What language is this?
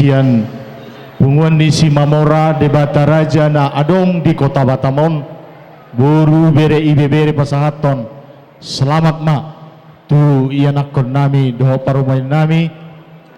Batak Toba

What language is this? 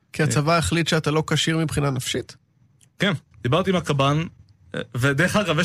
Hebrew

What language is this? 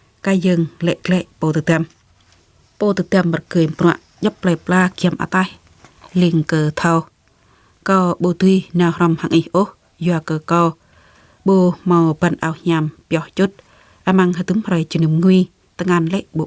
Jarai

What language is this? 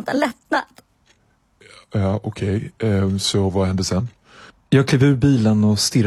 Swedish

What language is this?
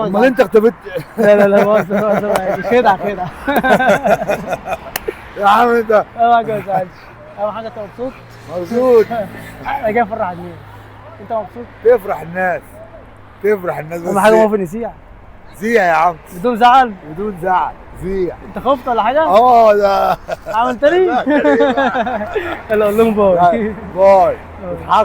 Egyptian Arabic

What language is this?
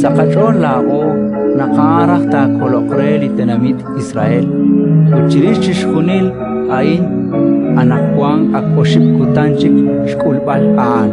Kekchí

